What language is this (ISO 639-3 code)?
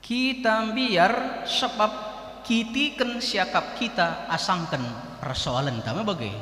btx